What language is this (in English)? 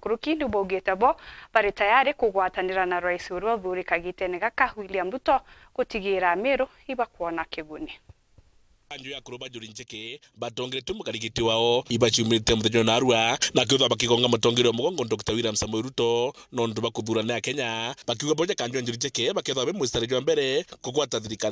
Meru